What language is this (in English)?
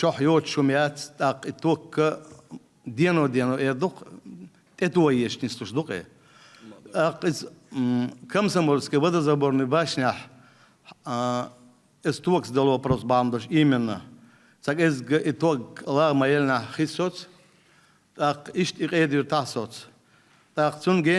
Chechen